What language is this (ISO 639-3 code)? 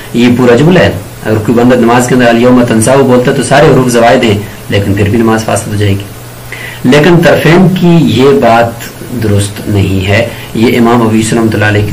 urd